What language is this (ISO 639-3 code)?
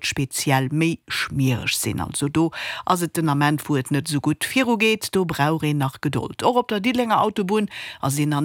ltz